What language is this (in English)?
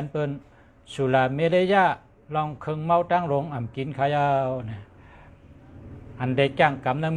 Shan